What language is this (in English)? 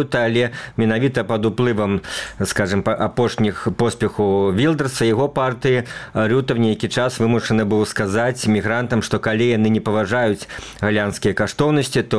Belarusian